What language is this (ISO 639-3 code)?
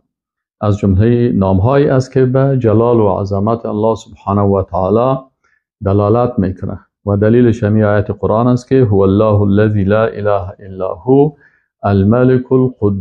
fas